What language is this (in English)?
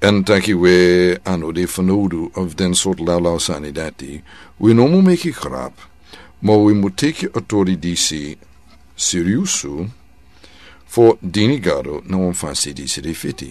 Sranan Tongo